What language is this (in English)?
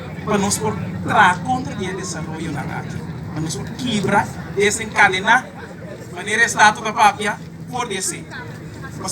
Papiamento